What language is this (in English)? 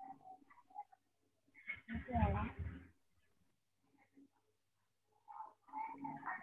Telugu